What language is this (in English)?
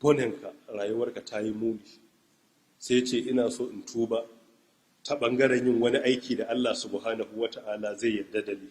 Hausa